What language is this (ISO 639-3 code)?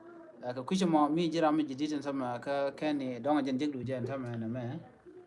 nus